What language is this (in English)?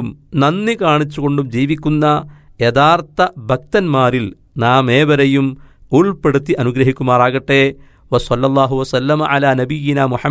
Malayalam